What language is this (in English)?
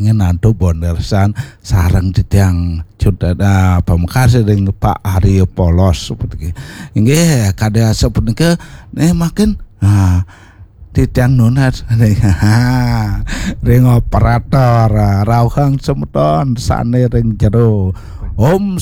Balinese